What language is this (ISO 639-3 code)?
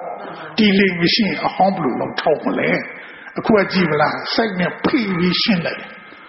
mya